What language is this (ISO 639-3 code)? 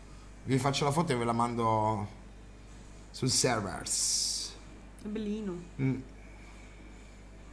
ita